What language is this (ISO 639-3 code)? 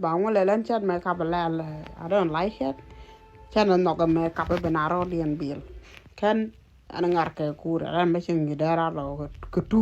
nus